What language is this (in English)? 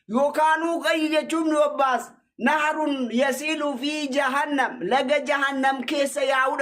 Oromo